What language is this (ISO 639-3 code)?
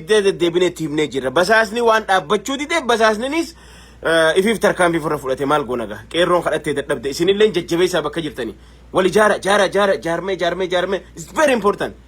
orm